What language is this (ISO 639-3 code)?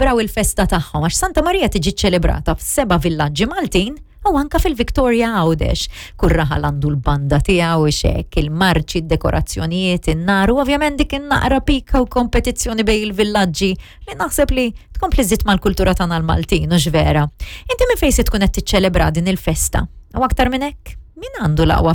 mlt